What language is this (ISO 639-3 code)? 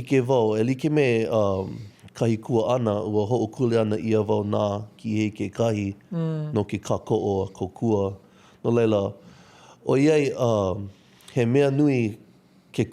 haw